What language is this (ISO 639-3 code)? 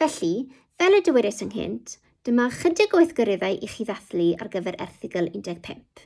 cym